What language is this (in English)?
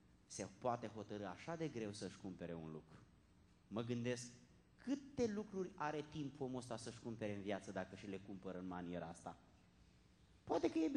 Romanian